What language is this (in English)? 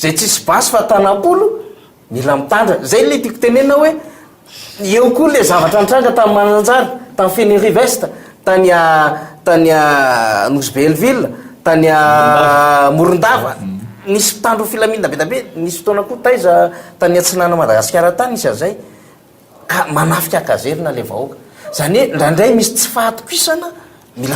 Malagasy